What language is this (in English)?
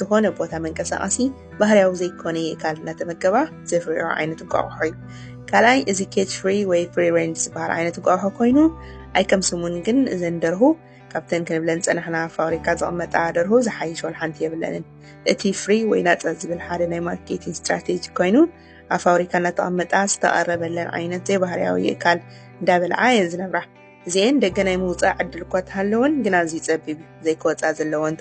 Tigrinya